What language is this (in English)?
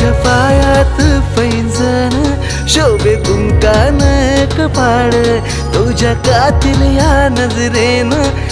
Marathi